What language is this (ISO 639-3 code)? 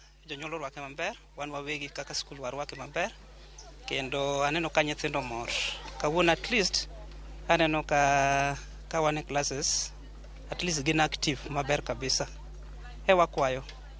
luo